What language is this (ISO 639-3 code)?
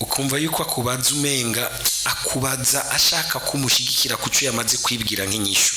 run